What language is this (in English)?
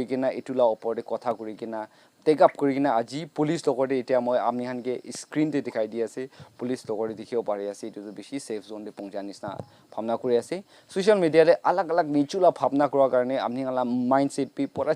Naga Pidgin